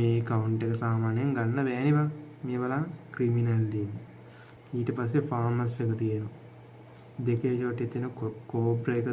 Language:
Sinhala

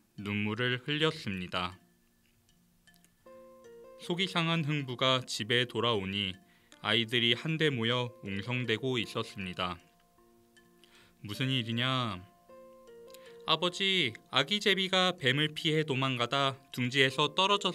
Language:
Korean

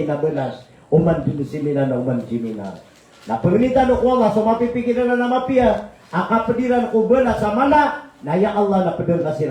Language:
Maranao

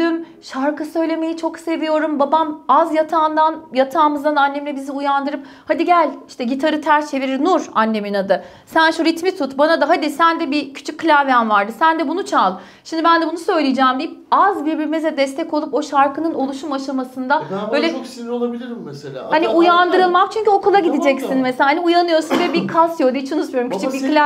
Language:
Turkish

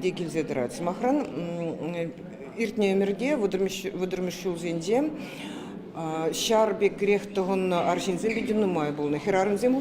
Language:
Chuvash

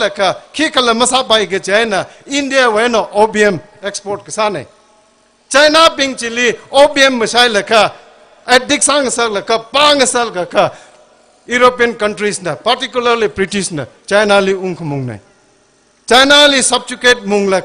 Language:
Tangkhul Naga (India)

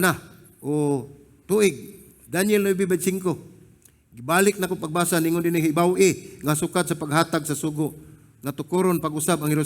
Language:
Cebuano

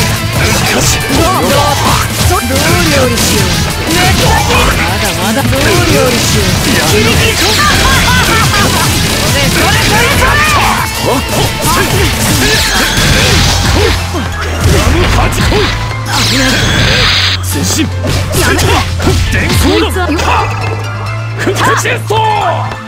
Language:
Japanese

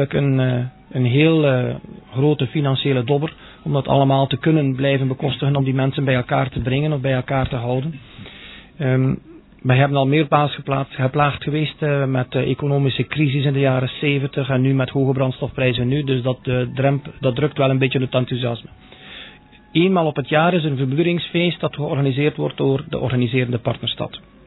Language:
Dutch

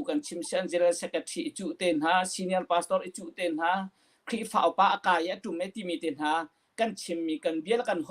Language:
Hakha Chin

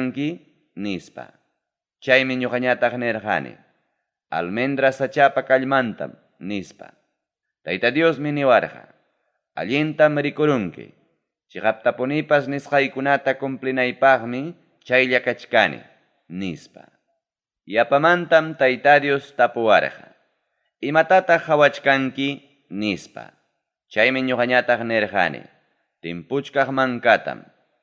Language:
Ayacucho Quechua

